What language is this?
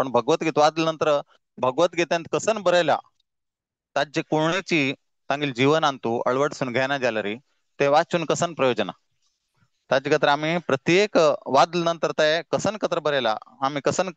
Konkani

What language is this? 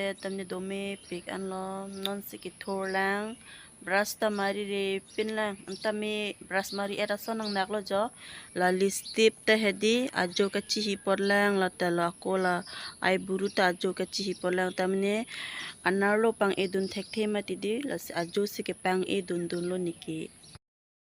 Karbi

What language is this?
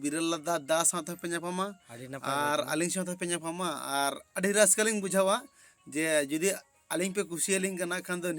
Santali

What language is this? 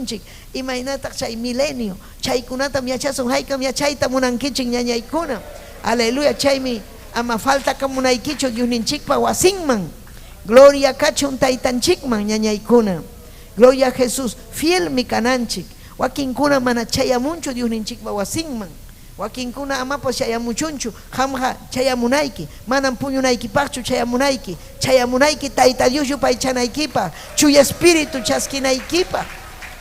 Ayacucho Quechua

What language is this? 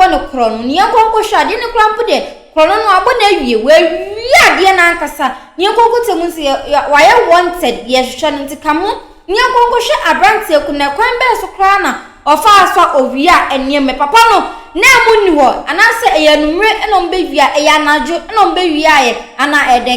Akan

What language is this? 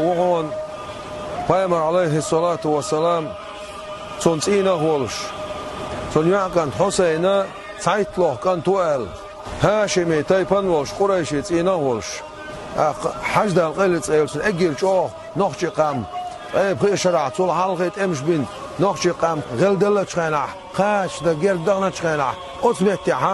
Chechen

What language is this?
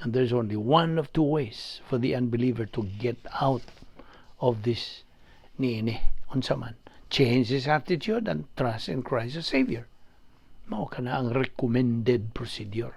Cebuano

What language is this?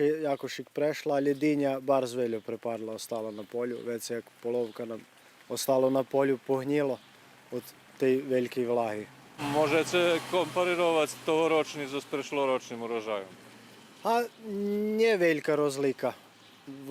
Rusyn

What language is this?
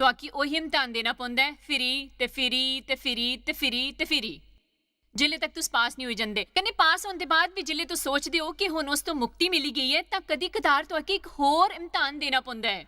Dogri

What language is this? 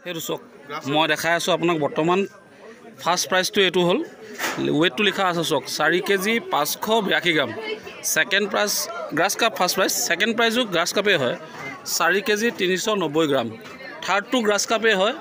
Assamese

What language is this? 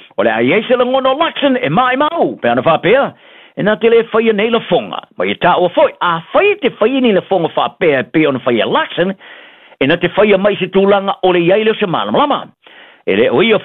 Samoan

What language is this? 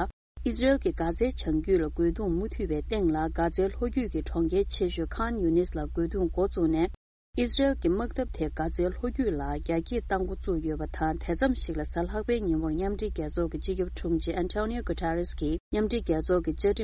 Tibetan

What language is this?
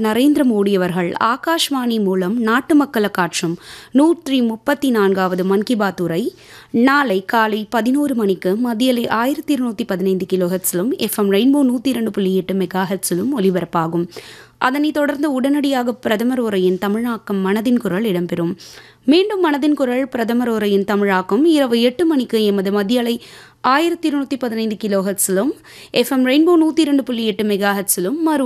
Tamil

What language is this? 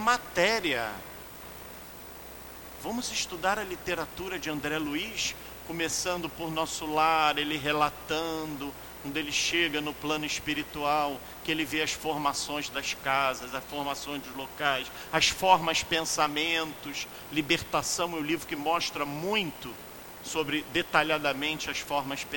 Portuguese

